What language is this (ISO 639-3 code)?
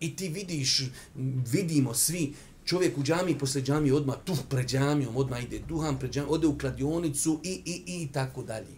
bos